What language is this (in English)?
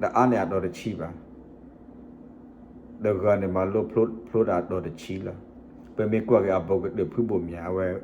S'gaw Karen